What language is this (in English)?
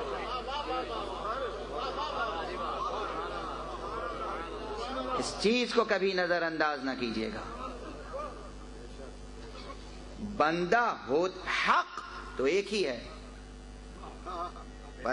Urdu